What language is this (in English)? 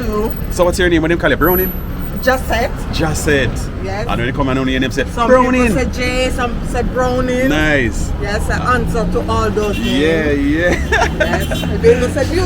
Jamaican Creole English